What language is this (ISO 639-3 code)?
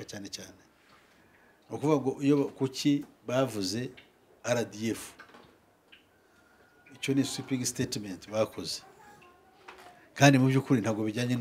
kin